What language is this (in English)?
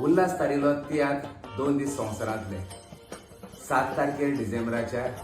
Konkani